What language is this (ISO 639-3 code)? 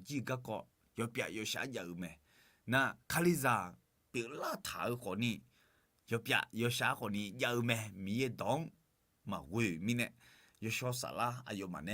ahk